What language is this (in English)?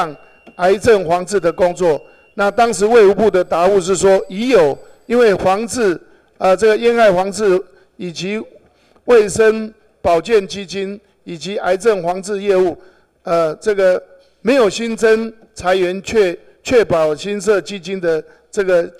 Chinese